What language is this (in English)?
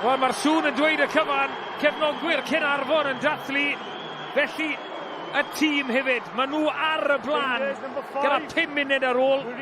Welsh